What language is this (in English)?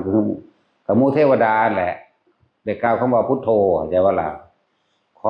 Northeastern Thai